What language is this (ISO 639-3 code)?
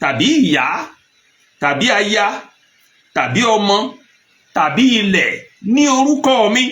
yor